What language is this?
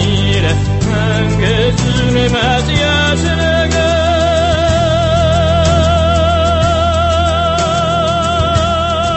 Tatar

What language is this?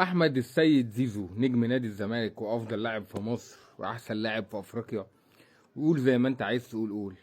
Egyptian Arabic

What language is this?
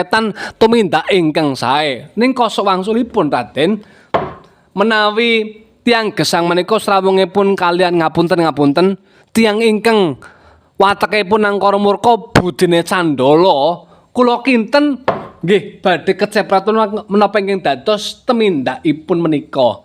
Javanese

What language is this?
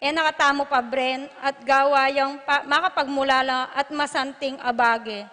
Pampanga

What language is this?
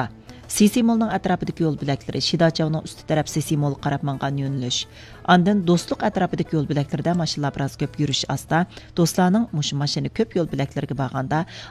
Uyghur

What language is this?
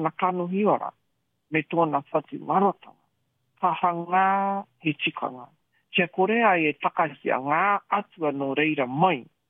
Māori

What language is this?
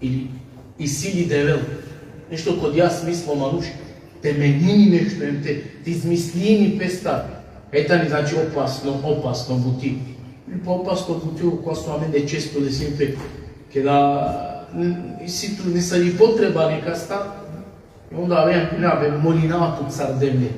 Balkan Romani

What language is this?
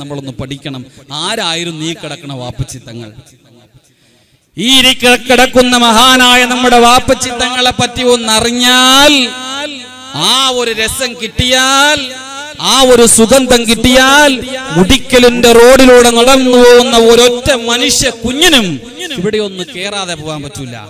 Malayalam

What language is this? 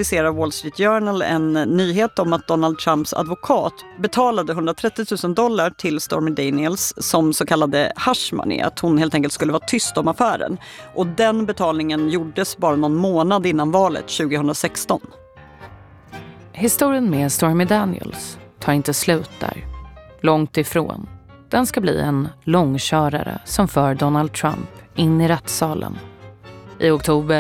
Swedish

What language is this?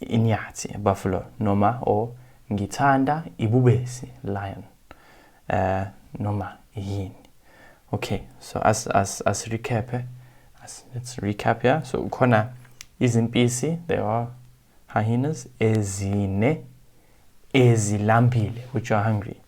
Zulu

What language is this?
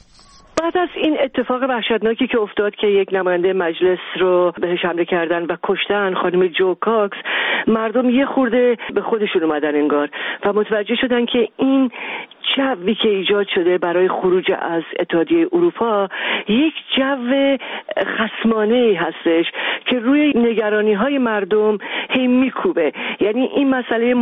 Persian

